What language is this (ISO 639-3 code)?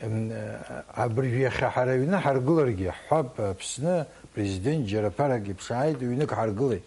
abk